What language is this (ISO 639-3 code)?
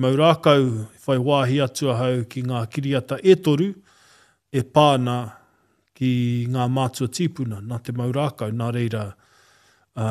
mri